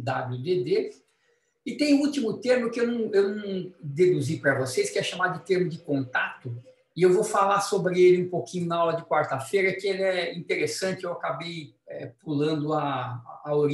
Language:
Portuguese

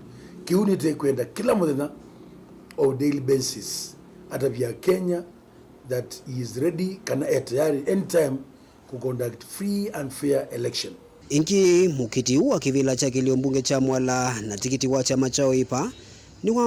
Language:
Kamba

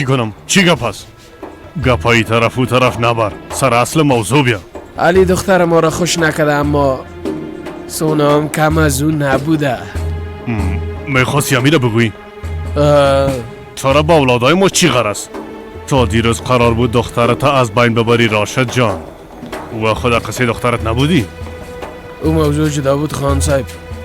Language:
Persian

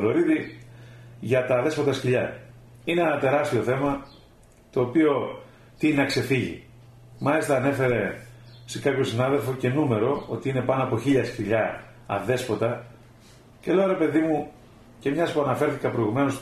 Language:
Greek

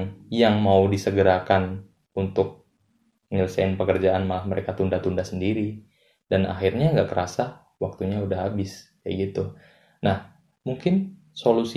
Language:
Indonesian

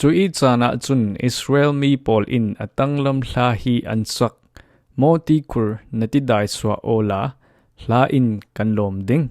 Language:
Falam Chin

